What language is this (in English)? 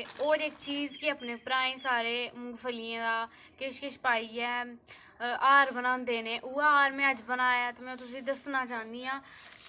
Dogri